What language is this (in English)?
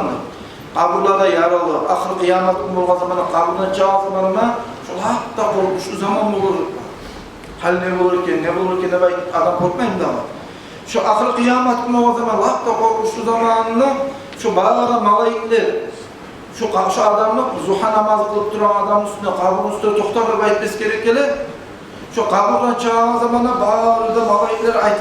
Kumyk